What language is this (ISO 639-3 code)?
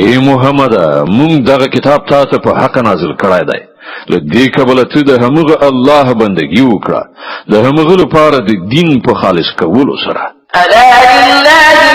pus